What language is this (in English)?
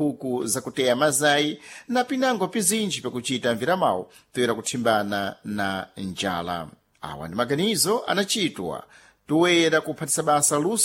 Sena